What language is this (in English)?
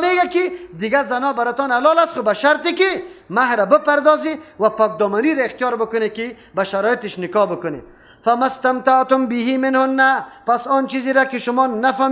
Persian